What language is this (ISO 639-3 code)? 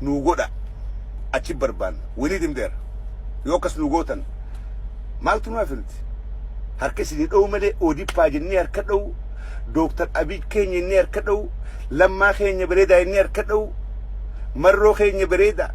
orm